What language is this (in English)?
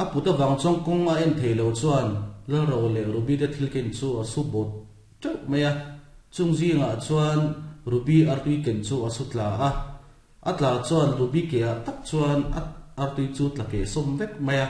Mizo